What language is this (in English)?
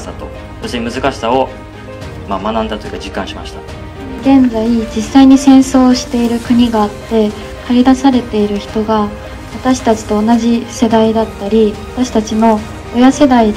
Japanese